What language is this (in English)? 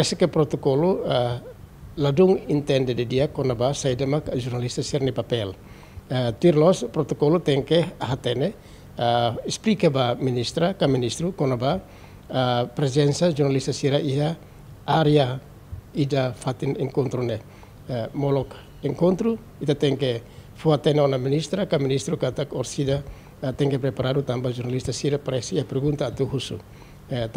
Tetum